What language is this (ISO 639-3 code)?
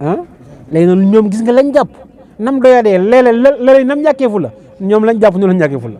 wol